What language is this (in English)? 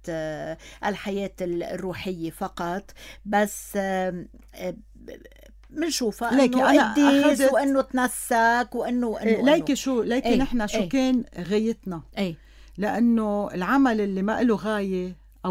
North Levantine Arabic